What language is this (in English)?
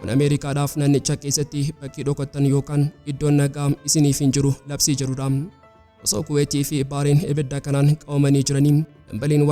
Oromo